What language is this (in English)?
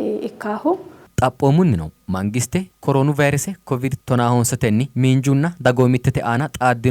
Sidamo